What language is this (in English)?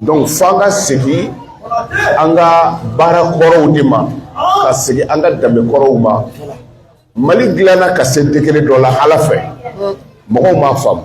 Bambara